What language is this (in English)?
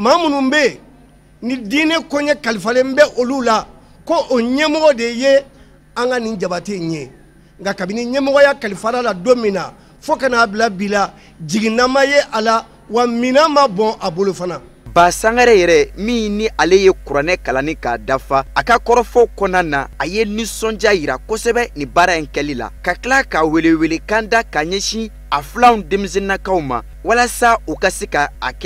Bambara